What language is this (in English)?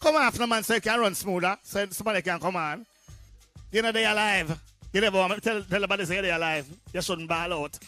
Jamaican Creole English